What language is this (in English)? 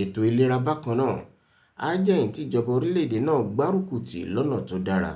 Yoruba